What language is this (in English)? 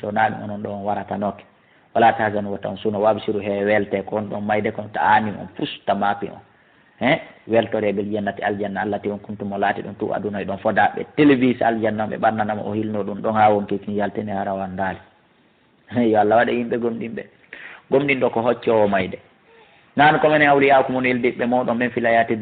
Fula